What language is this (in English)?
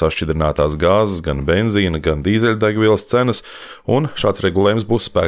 Latvian